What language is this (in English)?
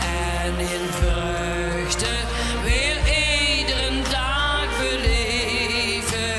Limburgish